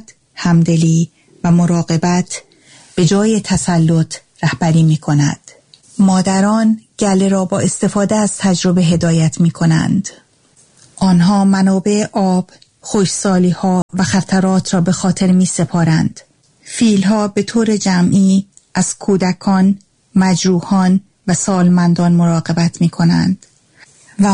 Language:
Persian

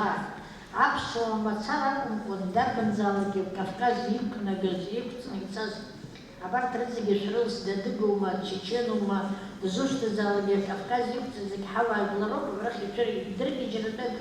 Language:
Abkhazian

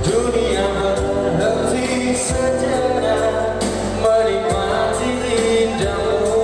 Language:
Nias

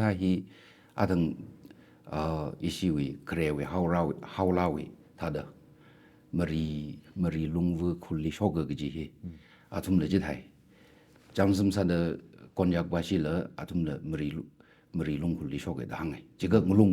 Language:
Tangkhul Naga (India)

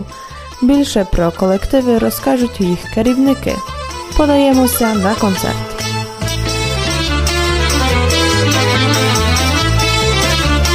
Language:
Ukrainian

